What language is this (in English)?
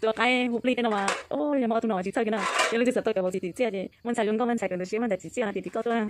Hmong